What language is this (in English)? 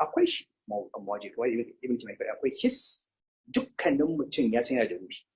Hausa